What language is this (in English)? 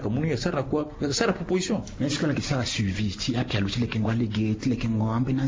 Sango